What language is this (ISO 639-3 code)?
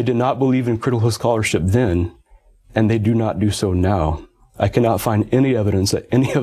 eng